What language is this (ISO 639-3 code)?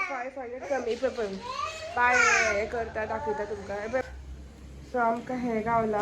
kok